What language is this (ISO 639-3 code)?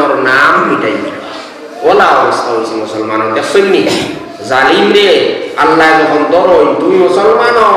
syl